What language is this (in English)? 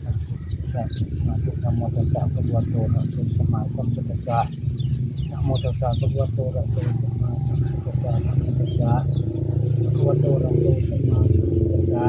Northeastern Thai